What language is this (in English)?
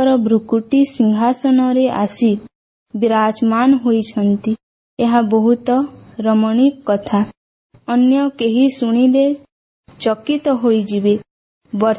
Odia